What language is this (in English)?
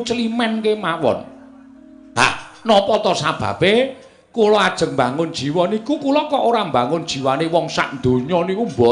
Javanese